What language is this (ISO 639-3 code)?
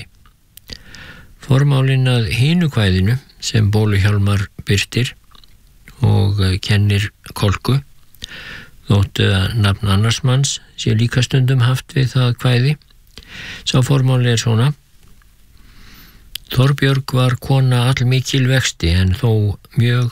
isl